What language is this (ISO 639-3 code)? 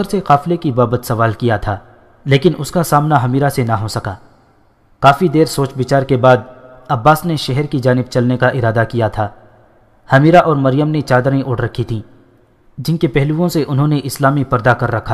urd